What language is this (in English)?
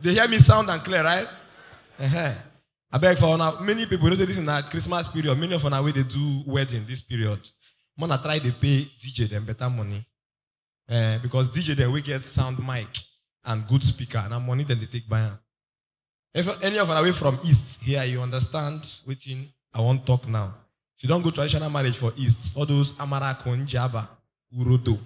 Nigerian Pidgin